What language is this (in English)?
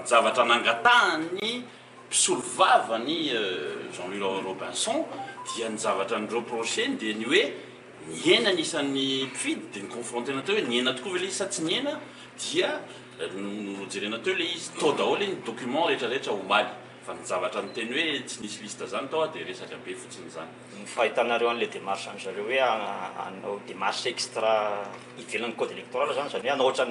Malagasy